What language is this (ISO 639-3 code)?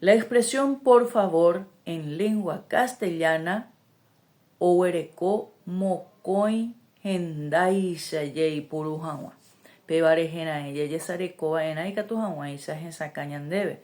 grn